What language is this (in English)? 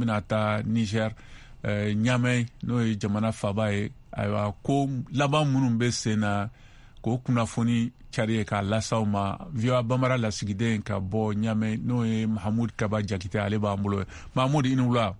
Bambara